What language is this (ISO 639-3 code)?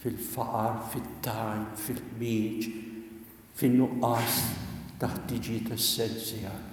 mlt